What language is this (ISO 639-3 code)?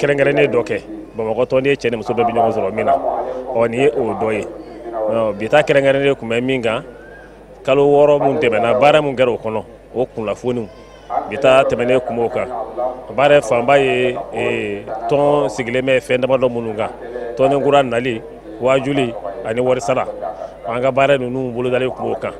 bam